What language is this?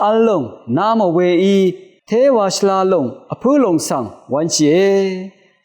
Rawang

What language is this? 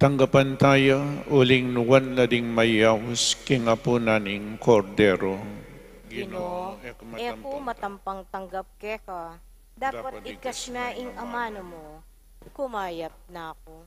Pampanga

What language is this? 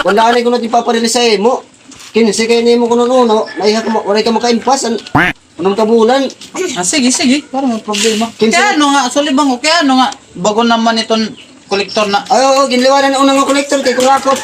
Waray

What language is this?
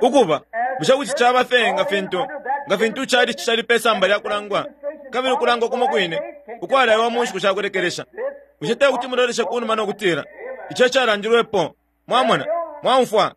Bemba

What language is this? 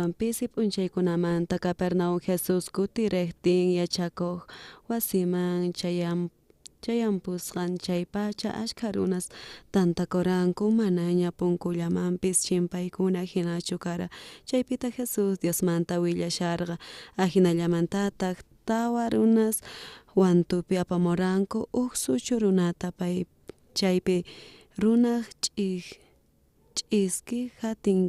South Bolivian Quechua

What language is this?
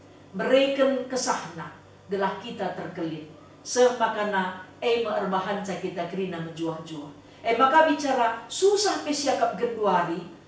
Batak Karo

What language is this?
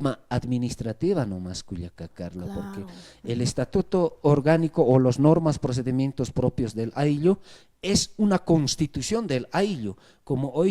Aymara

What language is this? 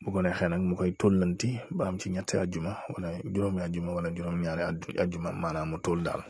Wolof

